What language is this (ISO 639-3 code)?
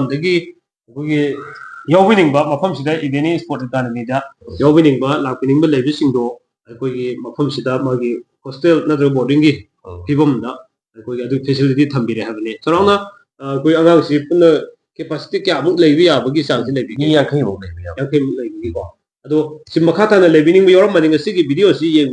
mni